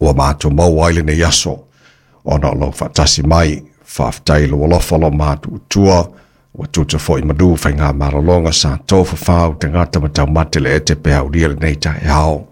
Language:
Samoan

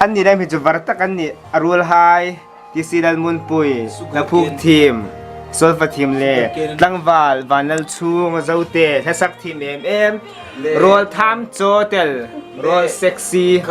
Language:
Hmar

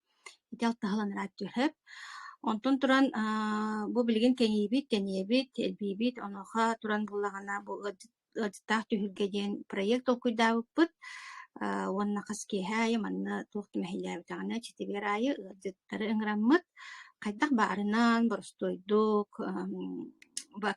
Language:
Yakut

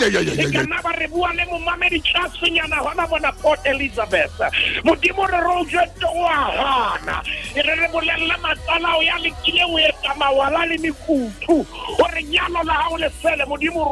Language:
Southern Sotho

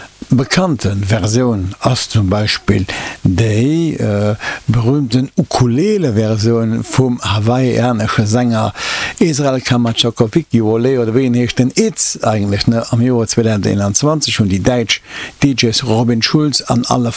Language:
Luxembourgish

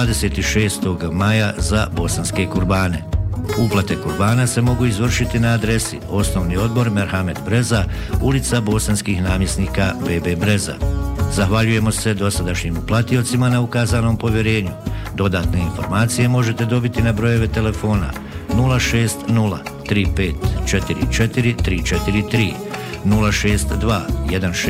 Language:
Bosnian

